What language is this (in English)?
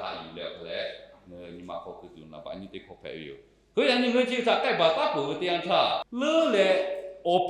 Lahu